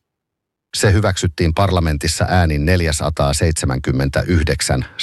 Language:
Finnish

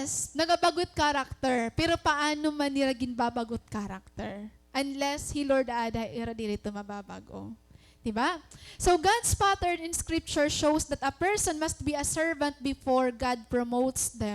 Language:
Waray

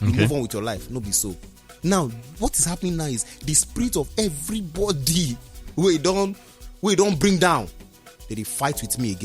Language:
Nigerian Pidgin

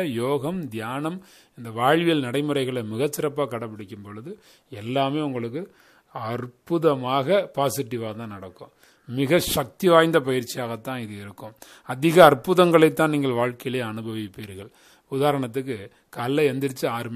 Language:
Tamil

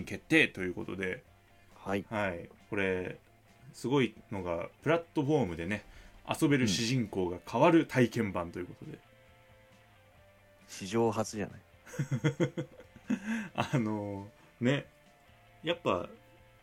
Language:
Japanese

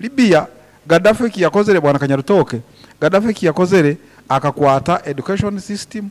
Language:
Nyoro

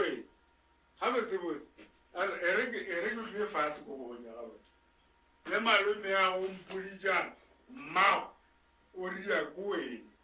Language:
Northern Sotho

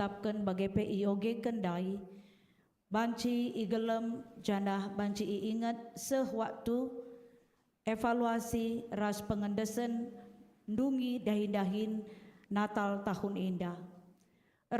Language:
Batak Karo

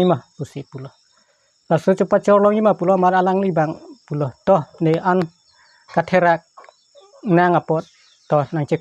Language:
Karbi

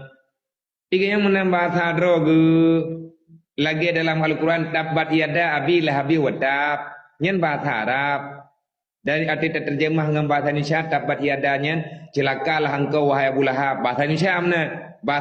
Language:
Achinese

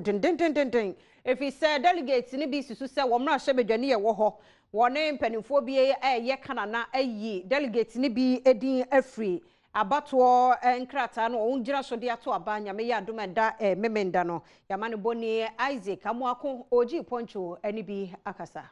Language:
Akan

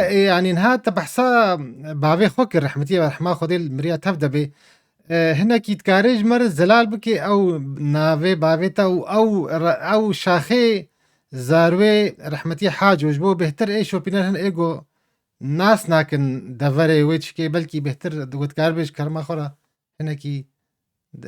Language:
Kurdish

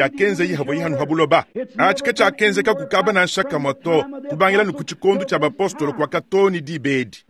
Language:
Luba-Lulua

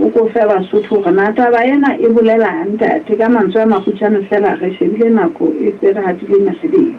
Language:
Southern Sotho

